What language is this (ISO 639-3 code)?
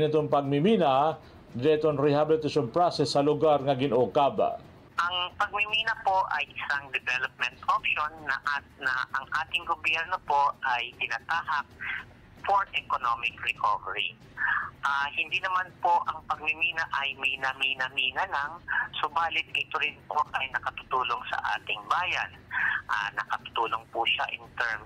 fil